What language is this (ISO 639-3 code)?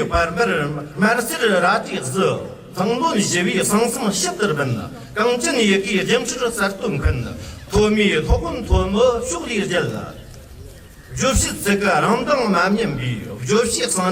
bod